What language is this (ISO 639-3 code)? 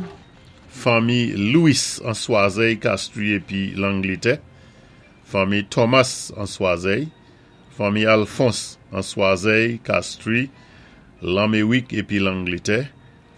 acf